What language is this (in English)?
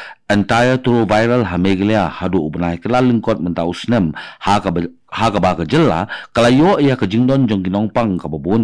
Khasi